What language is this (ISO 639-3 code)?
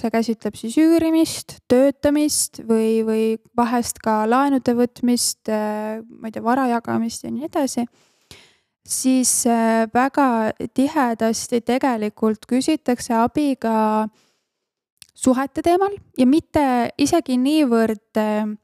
est